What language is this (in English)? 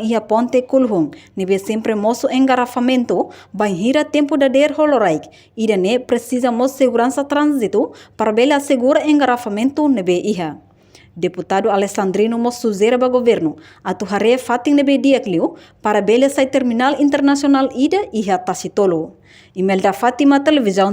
Tetum